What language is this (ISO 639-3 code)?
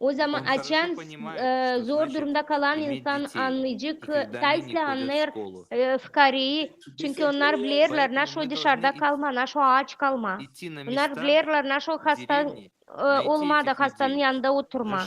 gag